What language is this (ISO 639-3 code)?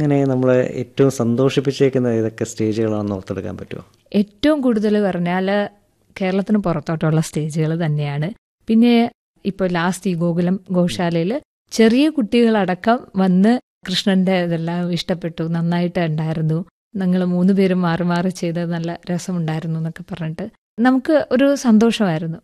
mal